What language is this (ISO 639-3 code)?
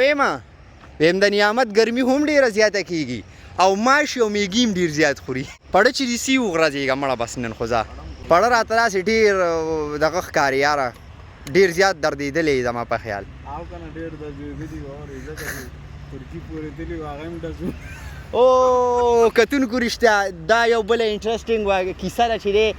pus